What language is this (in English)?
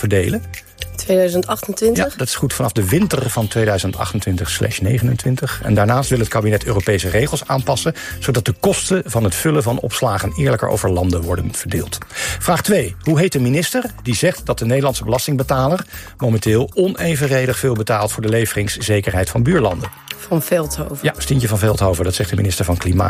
Dutch